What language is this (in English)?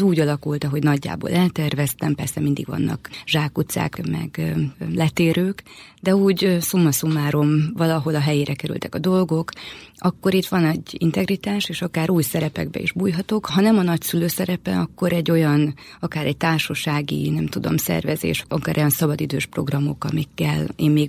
Hungarian